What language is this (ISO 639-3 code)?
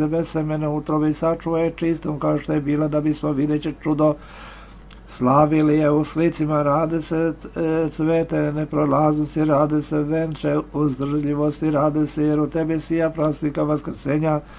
srp